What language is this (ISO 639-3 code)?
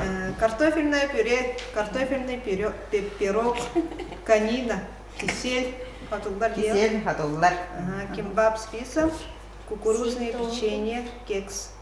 sah